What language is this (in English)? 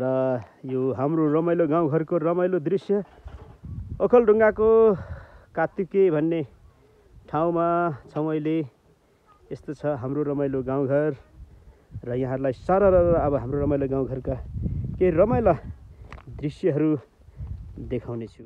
Nepali